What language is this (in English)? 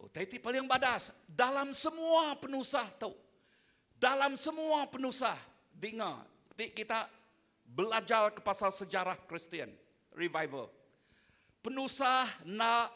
Iban